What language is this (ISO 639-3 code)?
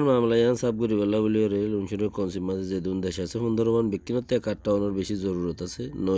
rhg